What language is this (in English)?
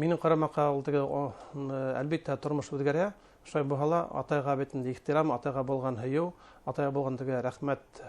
Bashkir